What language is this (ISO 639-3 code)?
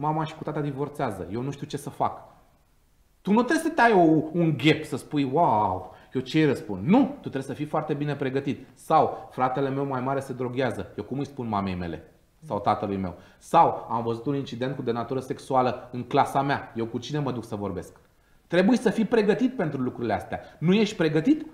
ron